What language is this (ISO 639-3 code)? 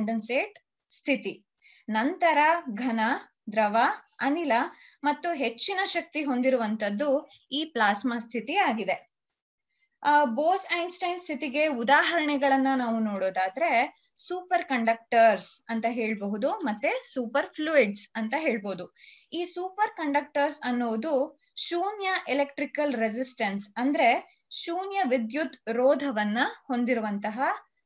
kan